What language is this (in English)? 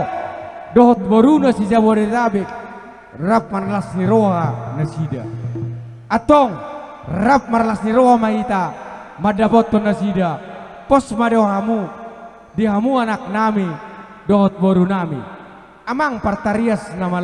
Batak Toba